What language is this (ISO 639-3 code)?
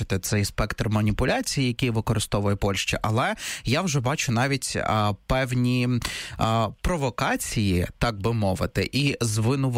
ukr